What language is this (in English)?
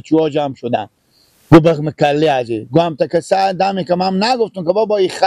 Persian